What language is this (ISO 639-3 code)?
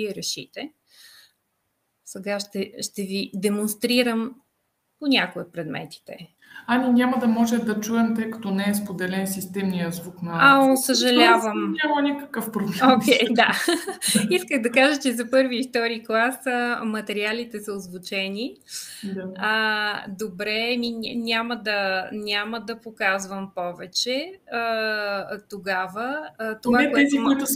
bul